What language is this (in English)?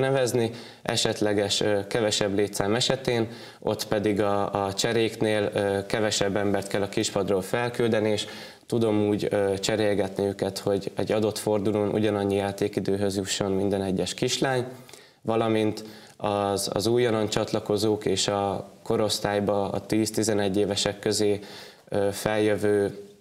Hungarian